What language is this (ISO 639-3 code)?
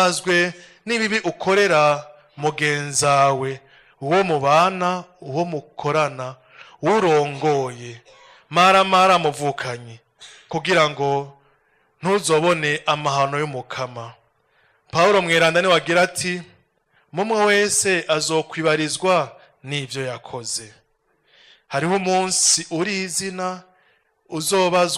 run